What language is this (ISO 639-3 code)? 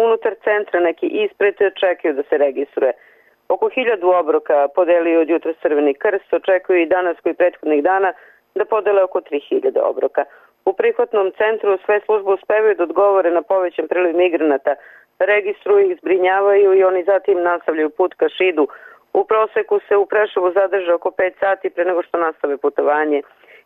srp